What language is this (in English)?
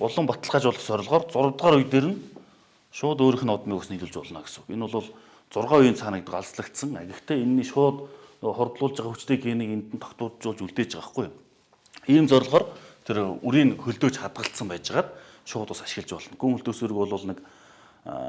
Mongolian